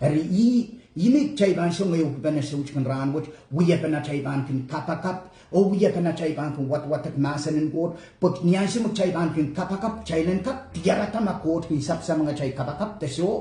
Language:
Pohnpeian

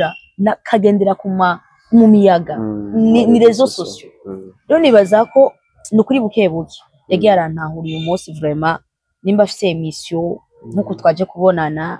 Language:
Rundi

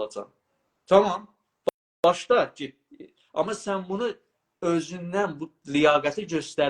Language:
South Azerbaijani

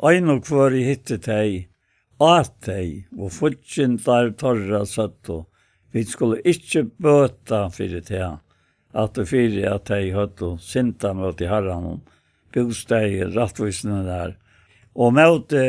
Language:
Faroese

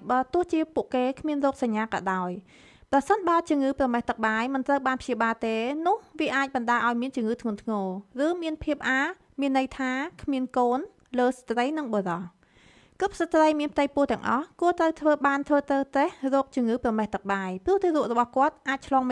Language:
Khmer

